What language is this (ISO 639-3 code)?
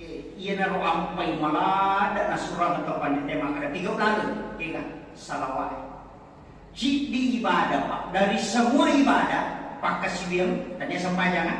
bug